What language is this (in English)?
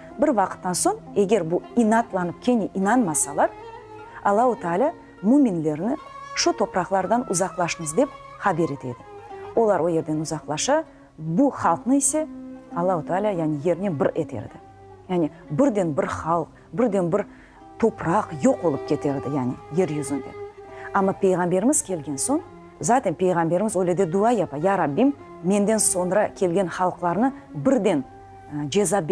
Crimean Tatar